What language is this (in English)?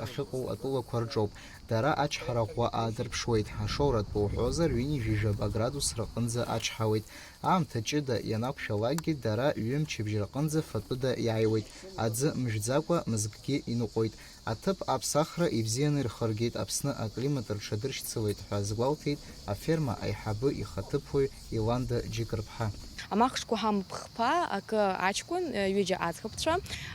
Abkhazian